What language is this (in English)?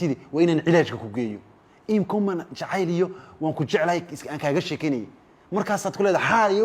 Somali